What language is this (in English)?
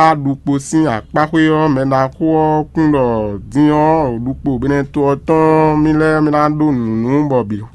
Fon